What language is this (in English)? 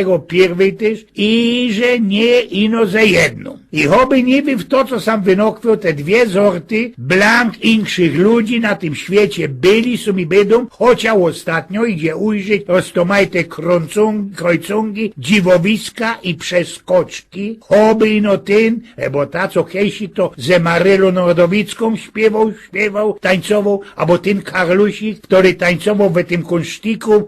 Silesian